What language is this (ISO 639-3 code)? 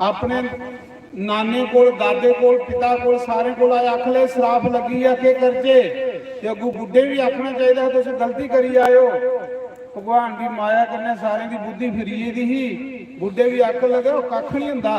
doi